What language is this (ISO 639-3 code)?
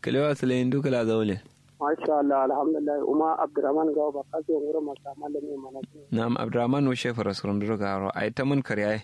kau